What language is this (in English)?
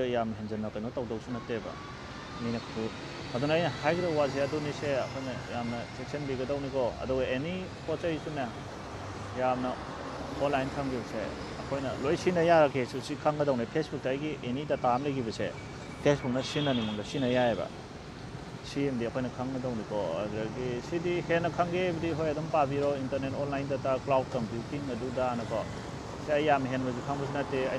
Manipuri